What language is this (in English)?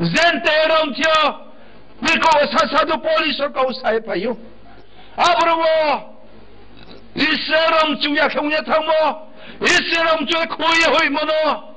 Riang (India)